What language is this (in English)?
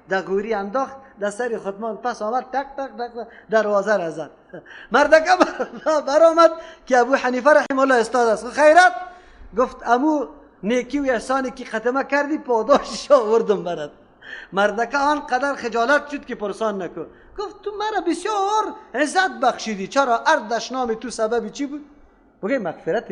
Persian